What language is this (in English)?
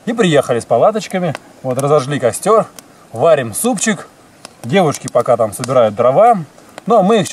Russian